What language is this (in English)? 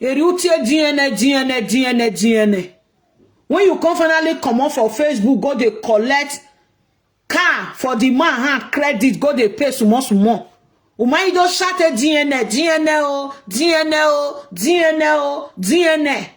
Nigerian Pidgin